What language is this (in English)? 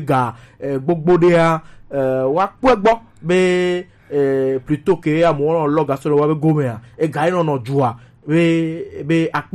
Gen